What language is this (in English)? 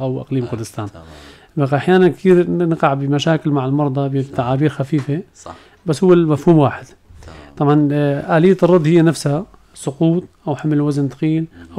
North Levantine Arabic